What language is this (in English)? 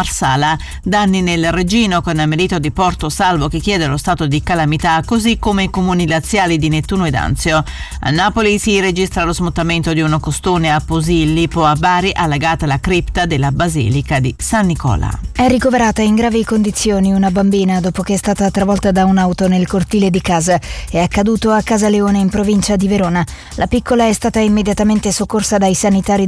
Italian